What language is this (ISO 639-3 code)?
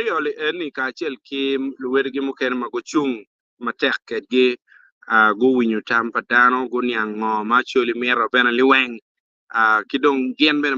ach